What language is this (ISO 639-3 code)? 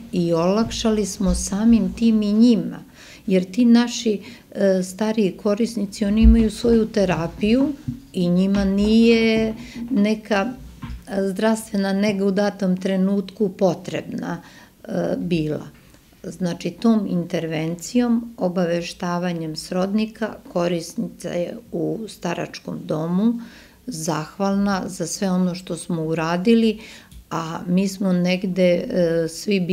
srp